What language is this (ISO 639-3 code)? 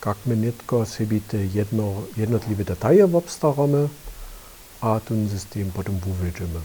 hsb